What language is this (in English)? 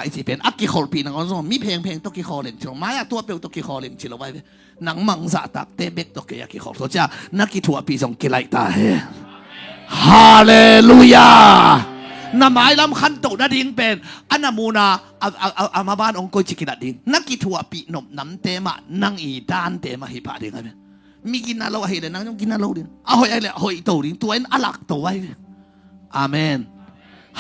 Tedim Chin